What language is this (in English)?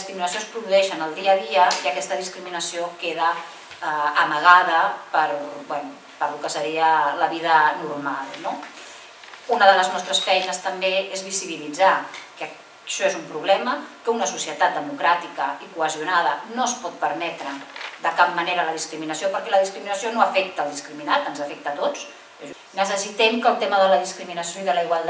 Catalan